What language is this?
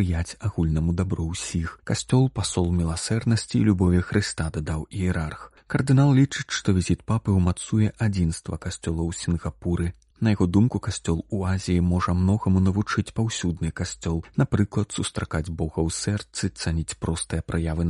Belarusian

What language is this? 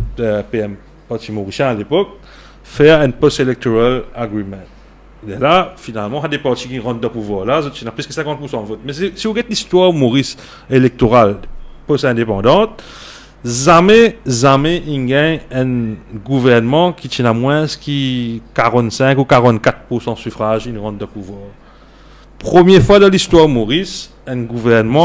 Morisyen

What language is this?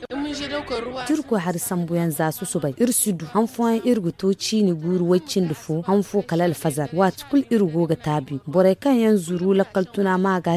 Zarma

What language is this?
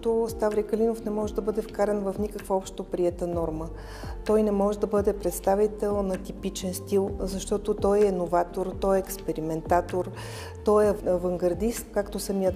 Bulgarian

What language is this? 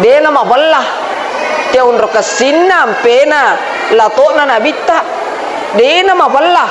Buginese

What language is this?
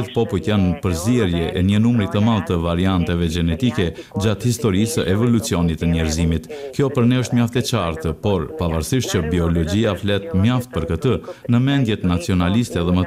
Albanian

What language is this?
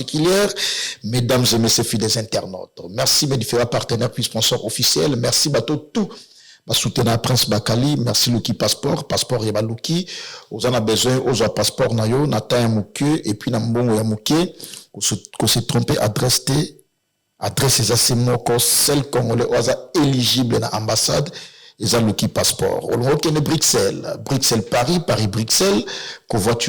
Lingala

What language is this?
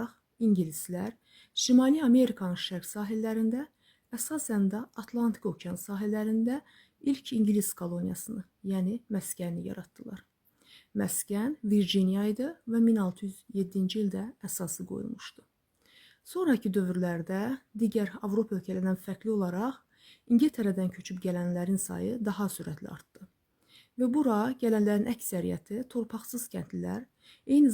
Azerbaijani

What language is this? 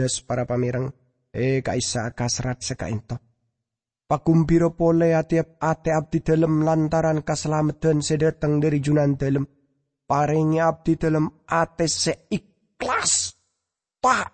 Madurese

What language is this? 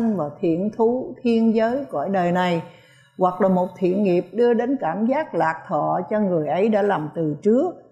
Vietnamese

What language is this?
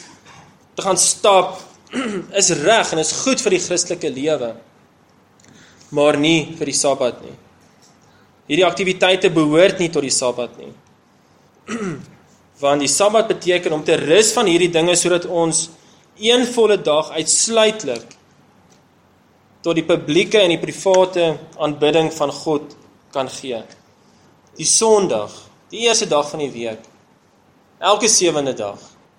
Afrikaans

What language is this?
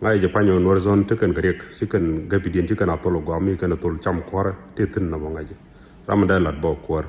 Nuer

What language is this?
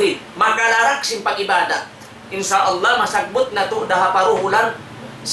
Tausug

